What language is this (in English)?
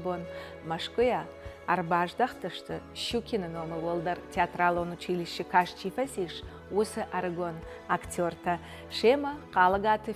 Ossetic